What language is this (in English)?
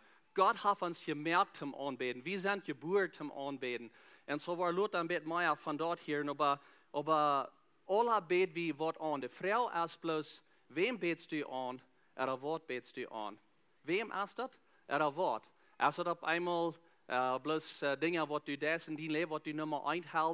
Plautdietsch